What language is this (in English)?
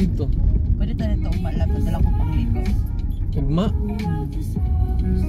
Cebuano